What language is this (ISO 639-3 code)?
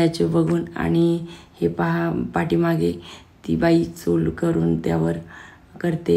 mar